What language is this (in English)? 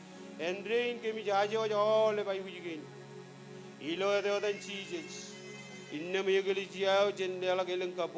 Marshallese